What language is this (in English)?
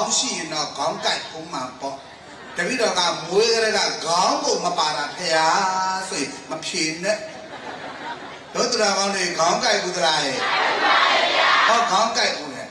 Burmese